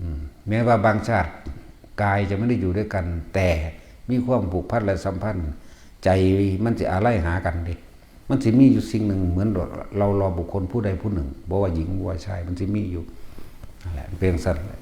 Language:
Northeastern Thai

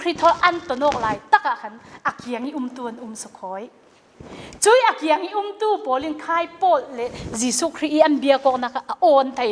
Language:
Falam Chin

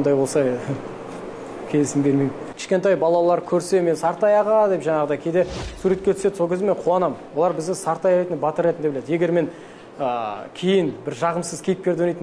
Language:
Kazakh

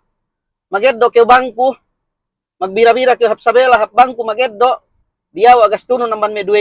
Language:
Yakan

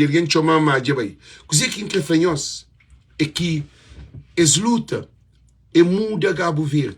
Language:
Kabuverdianu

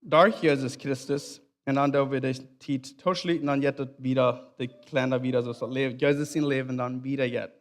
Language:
Plautdietsch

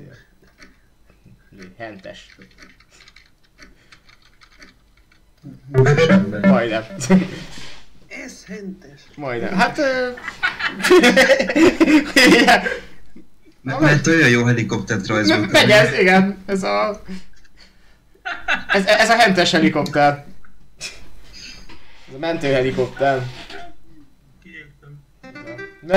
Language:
Hungarian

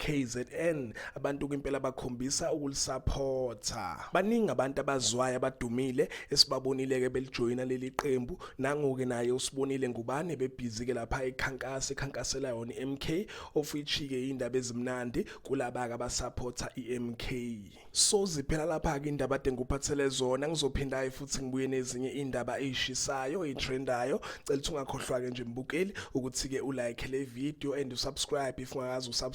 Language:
Zulu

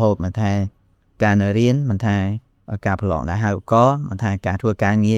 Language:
Khmer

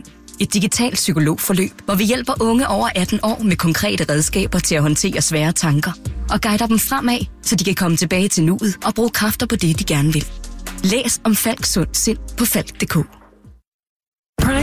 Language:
Danish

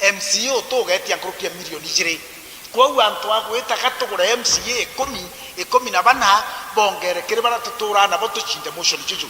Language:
Meru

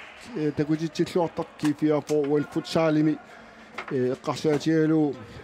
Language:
Kalaallisut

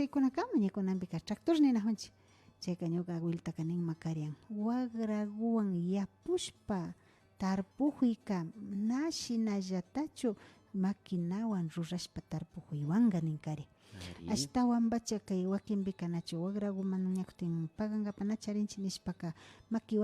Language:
Imbabura Highland Quichua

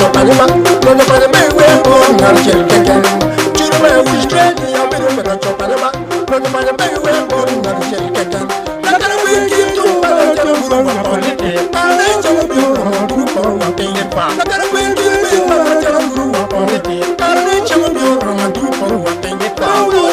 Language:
Acoli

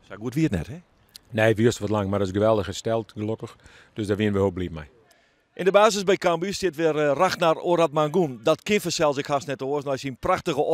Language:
Western Frisian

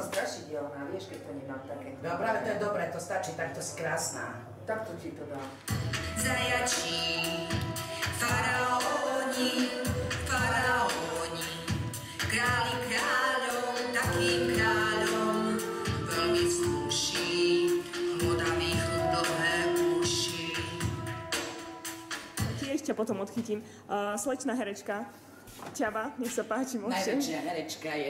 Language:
Slovak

